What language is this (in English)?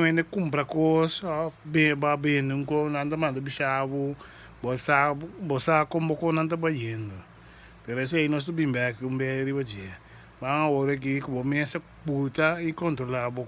Papiamento